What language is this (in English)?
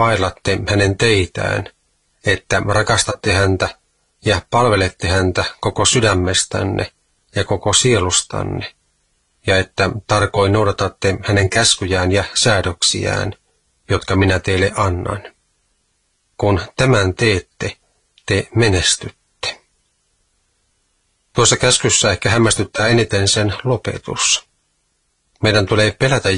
Finnish